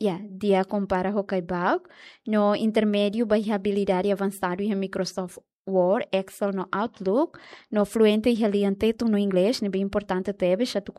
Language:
Tetum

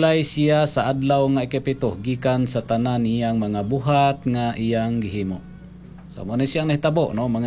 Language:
Cebuano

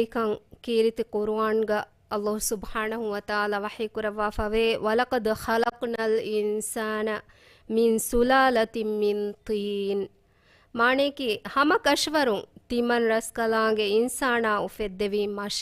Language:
Divehi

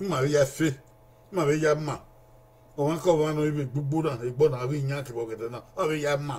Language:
Bini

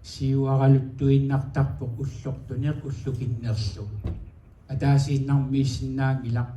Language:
Kalaallisut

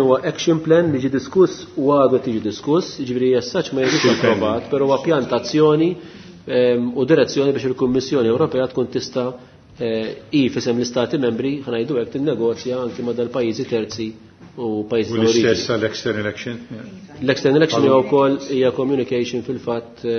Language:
Maltese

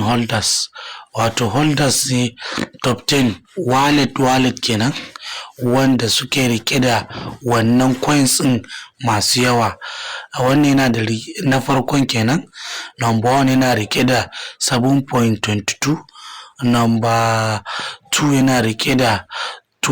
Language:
Hausa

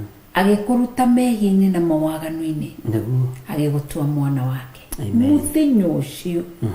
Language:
Kikuyu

